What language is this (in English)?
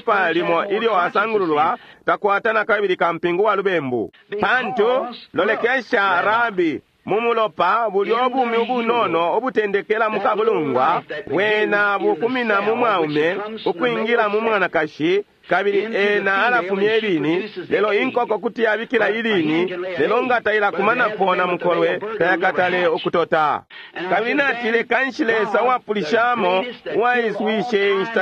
Bemba